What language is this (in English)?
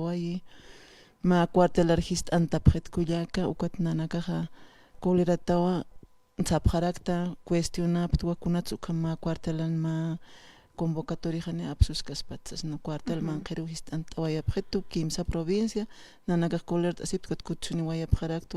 Aymara